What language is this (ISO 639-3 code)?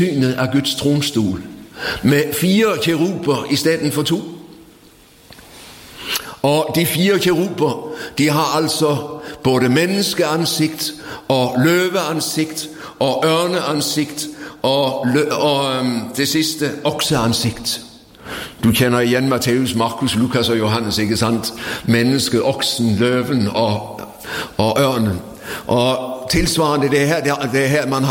nor